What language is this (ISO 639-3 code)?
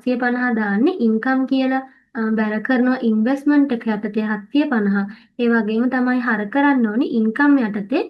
sin